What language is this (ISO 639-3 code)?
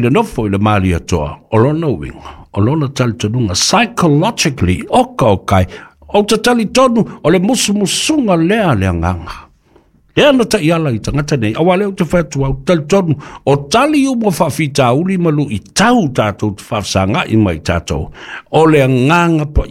smo